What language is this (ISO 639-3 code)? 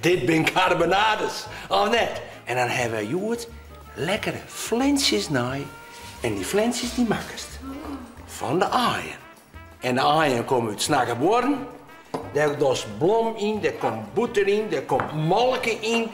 fry